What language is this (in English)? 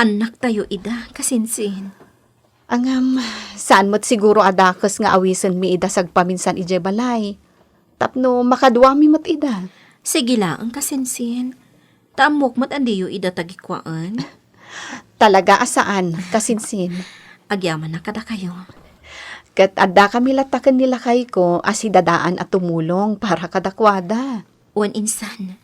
Iloko